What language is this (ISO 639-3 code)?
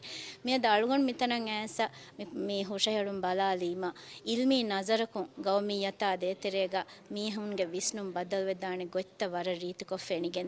div